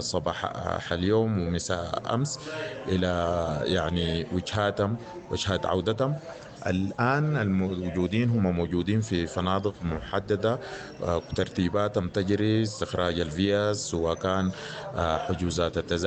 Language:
Sudanese Arabic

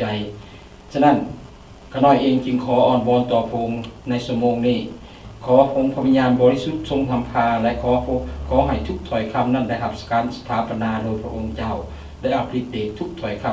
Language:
Lao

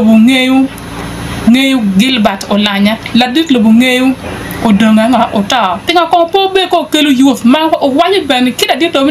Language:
Acoli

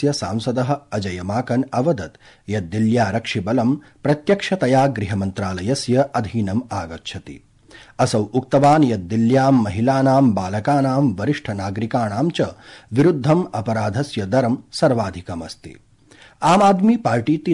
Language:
Sanskrit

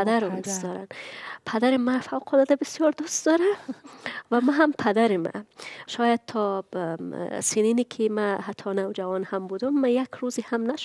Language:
Persian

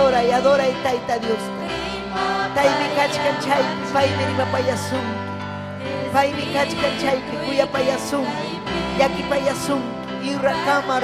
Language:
Ayacucho Quechua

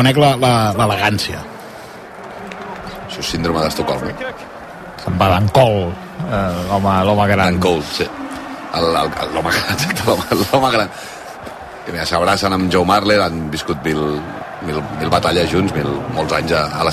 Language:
Catalan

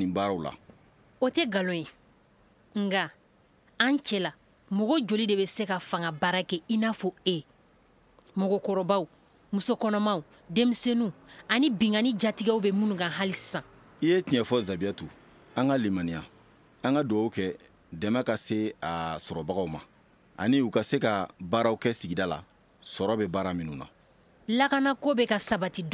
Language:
Bambara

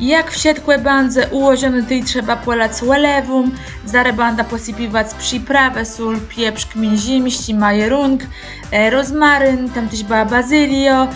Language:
Kashubian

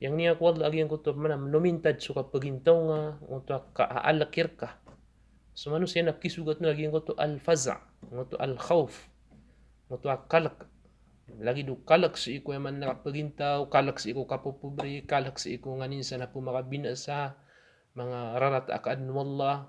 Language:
Maranao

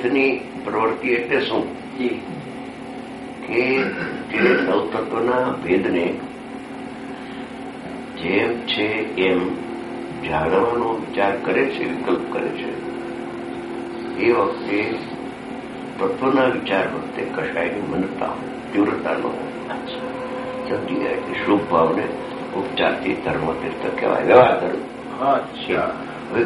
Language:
Gujarati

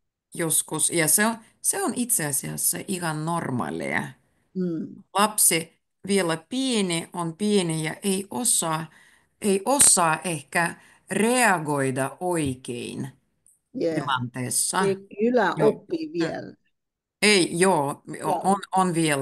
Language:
Finnish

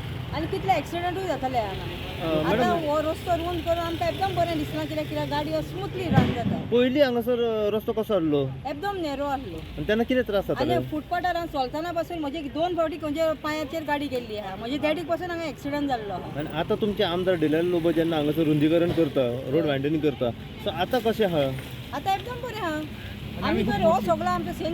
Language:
Konkani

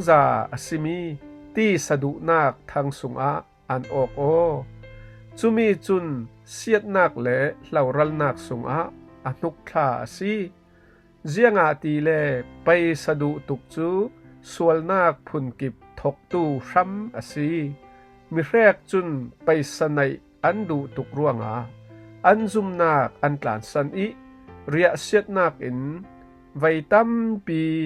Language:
Falam Chin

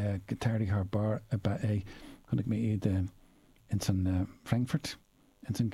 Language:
Irish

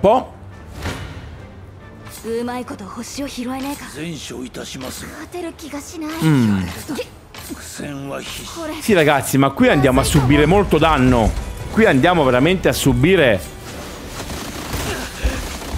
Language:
Italian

